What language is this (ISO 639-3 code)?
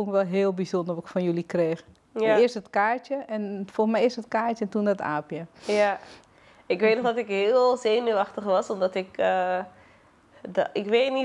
nld